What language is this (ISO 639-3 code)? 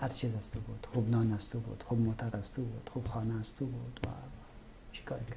fas